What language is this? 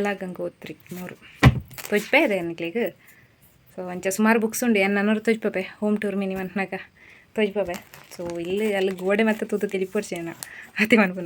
Tulu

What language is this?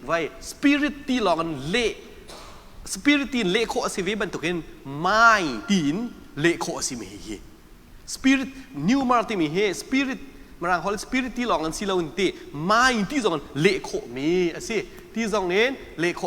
Hakha Chin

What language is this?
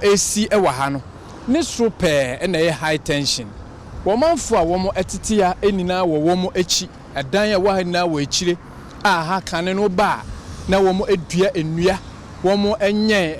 Akan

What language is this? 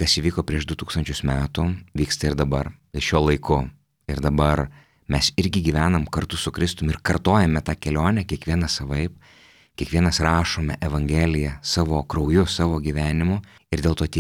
Lithuanian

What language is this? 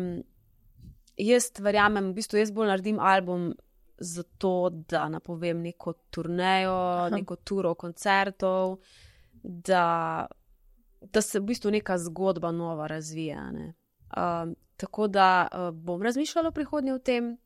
Slovenian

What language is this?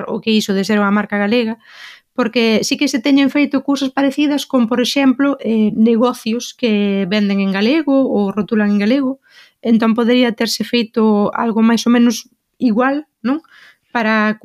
Galician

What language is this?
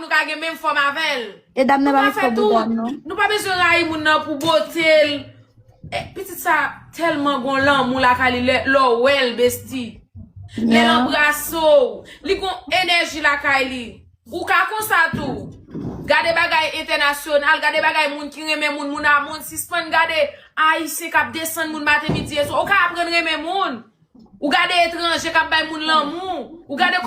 Haitian Creole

